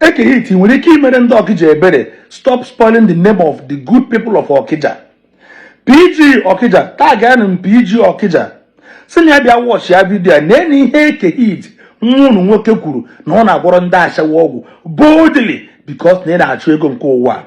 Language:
Igbo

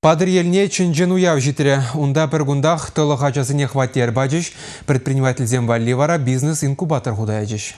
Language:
Chuvash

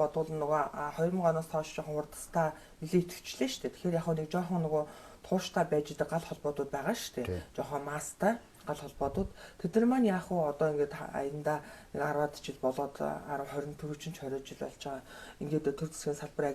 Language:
Mongolian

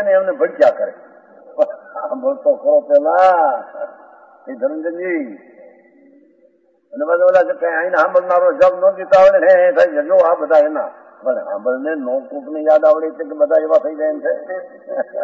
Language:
Gujarati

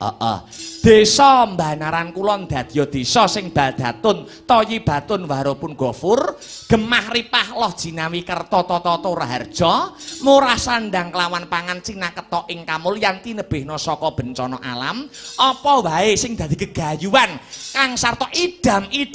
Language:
Javanese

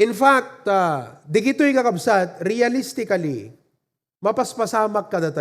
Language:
Iloko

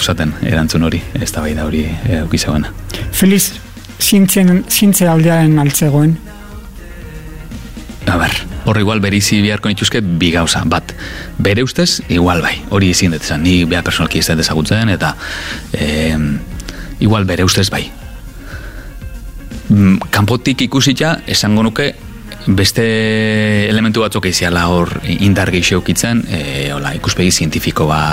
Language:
Basque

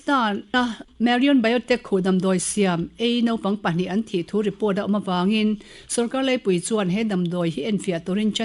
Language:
Mizo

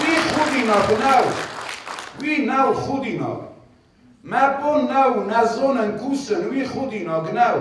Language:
Ossetic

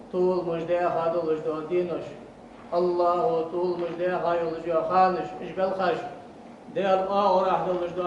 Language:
Ingush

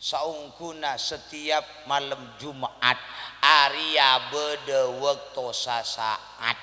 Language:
Madurese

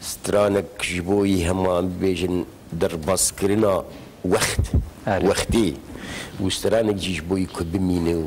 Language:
Kurdish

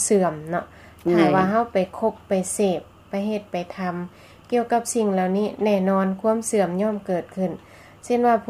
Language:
Lao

